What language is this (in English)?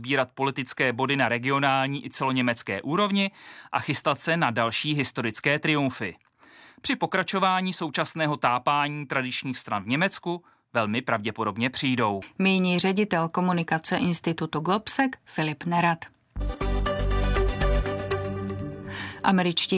Czech